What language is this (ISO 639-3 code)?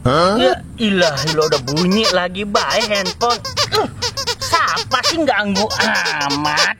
bew